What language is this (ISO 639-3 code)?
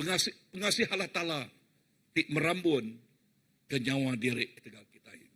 iba